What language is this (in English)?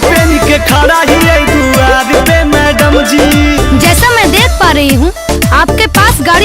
Magahi